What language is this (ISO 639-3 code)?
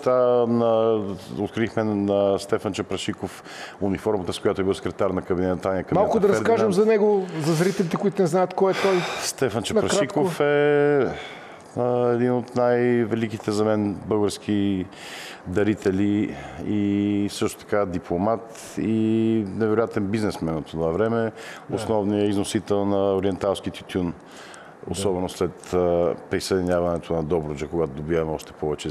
bul